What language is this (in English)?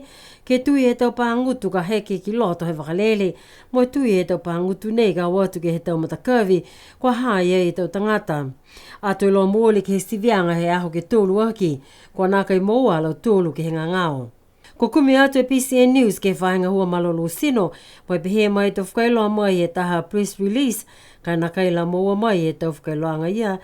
Niuean